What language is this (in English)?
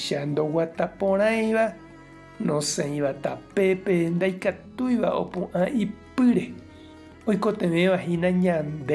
Guarani